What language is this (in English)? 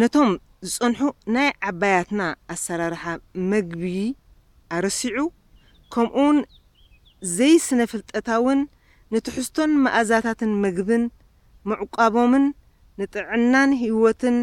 Tigrinya